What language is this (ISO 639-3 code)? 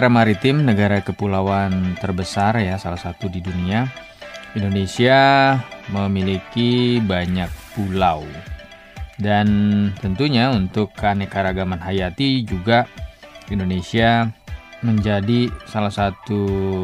ind